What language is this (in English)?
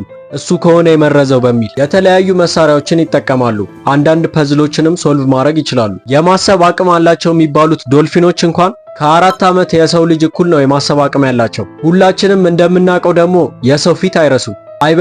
Amharic